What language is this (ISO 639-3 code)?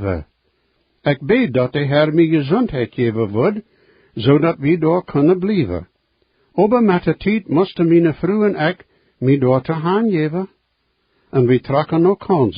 pdt